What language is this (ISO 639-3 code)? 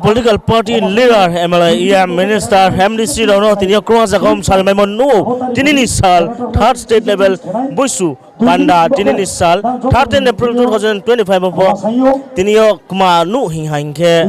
ria